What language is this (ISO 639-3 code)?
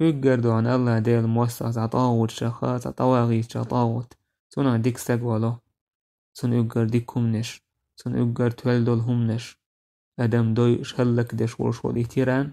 che